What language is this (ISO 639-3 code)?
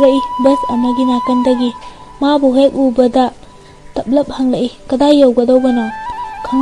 mni